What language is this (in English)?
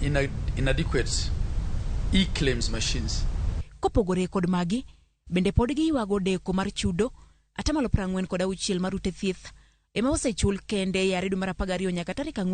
Luo (Kenya and Tanzania)